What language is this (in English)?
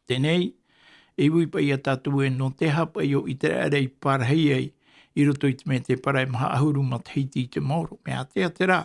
Tahitian